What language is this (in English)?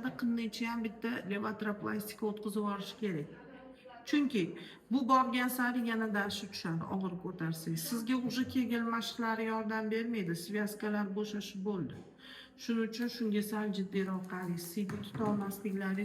Uzbek